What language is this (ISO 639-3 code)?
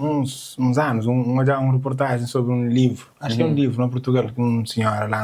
kea